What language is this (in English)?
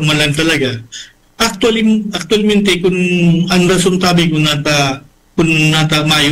Bikol